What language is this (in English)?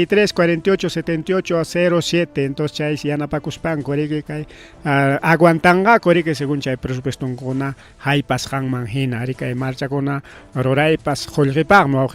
Ayacucho Quechua